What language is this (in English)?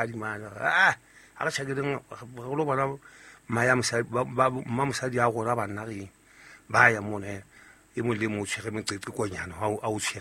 Southern Sotho